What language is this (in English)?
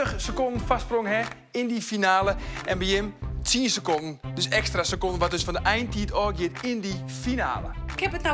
Western Frisian